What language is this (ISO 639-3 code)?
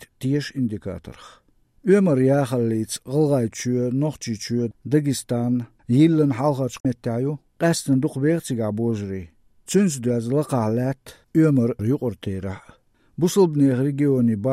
che